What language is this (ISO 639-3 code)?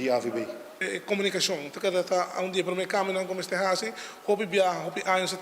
pap